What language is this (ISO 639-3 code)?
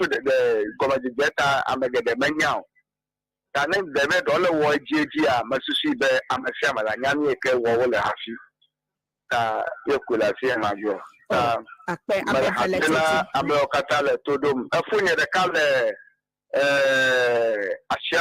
ewe